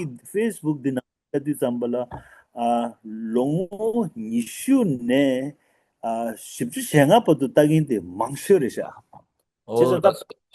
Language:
Tibetan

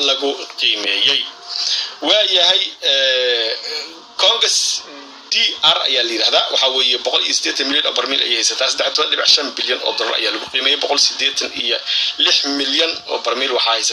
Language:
Somali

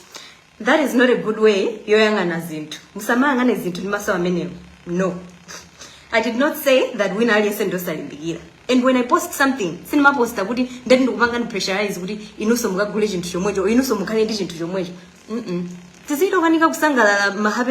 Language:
Nyanja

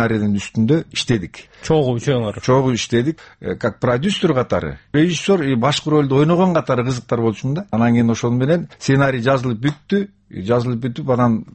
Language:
Kyrgyz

